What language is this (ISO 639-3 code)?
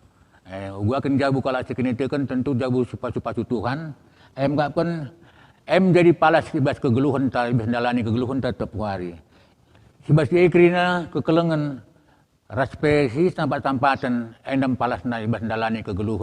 btx